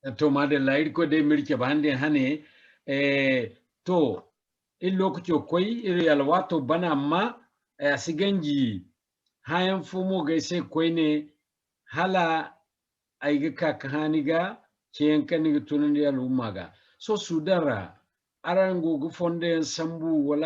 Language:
Zarma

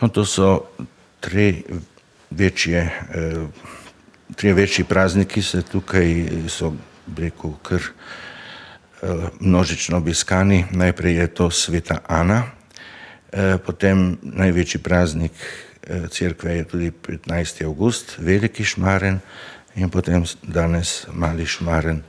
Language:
Slovenian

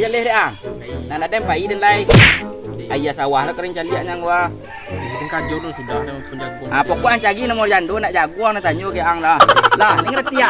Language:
Minangkabau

